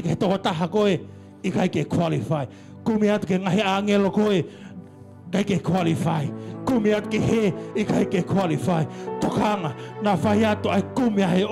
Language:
Tongan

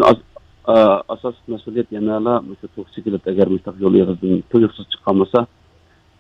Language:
Uyghur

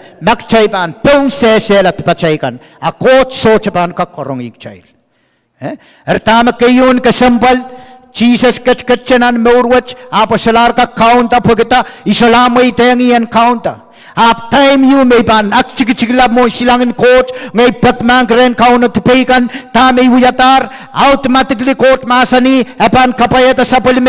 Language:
Pohnpeian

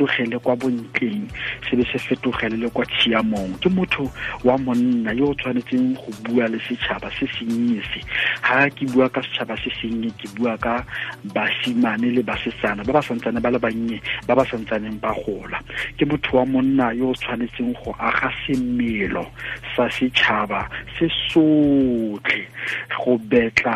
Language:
Tswana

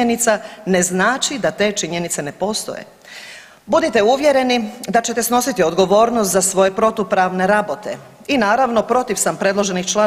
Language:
Croatian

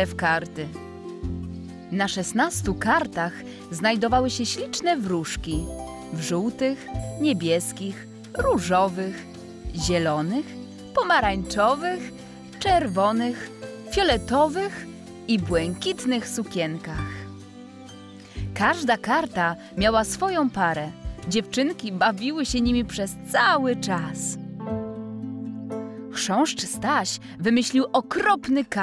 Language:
Polish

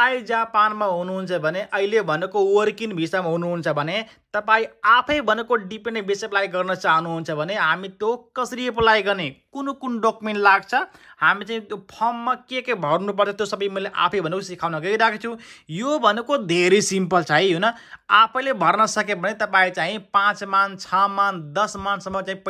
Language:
Nepali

